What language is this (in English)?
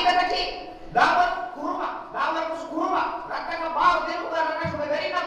Divehi